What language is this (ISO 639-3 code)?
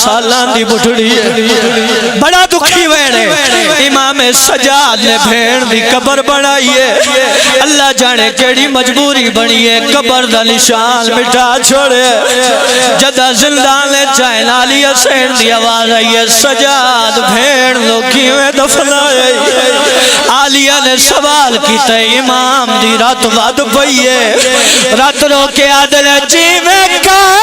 phr